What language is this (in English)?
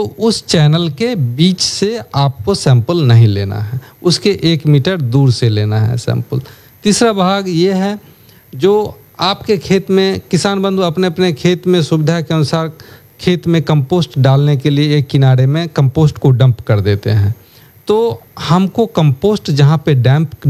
Hindi